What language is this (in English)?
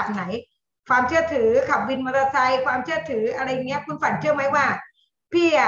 Thai